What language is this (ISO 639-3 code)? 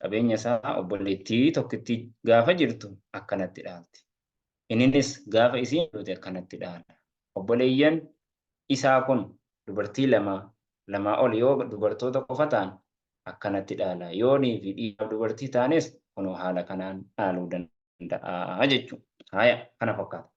orm